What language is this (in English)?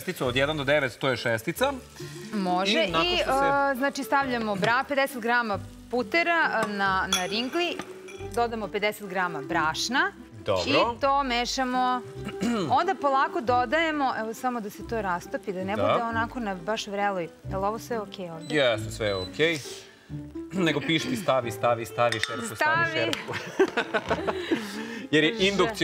Serbian